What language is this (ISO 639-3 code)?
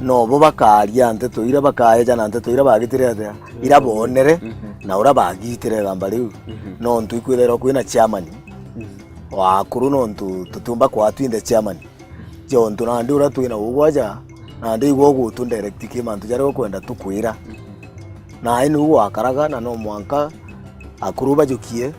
mer